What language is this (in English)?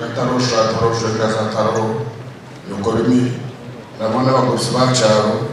Nyankole